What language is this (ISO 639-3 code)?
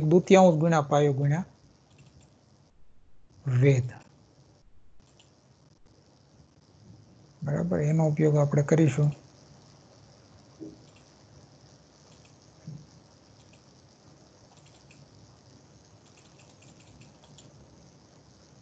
guj